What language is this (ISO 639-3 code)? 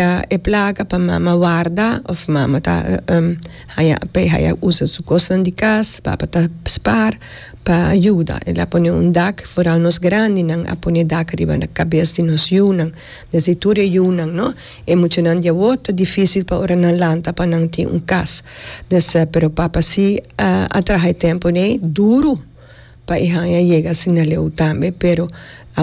pap